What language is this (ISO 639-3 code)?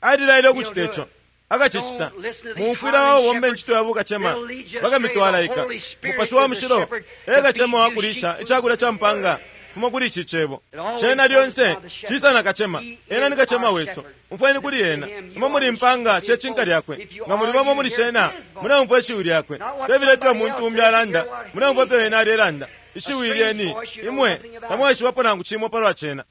bem